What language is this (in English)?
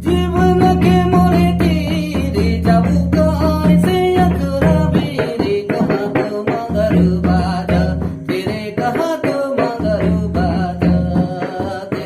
Sadri